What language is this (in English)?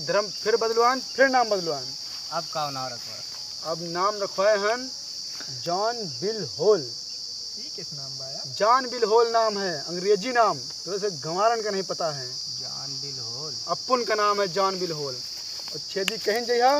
Awadhi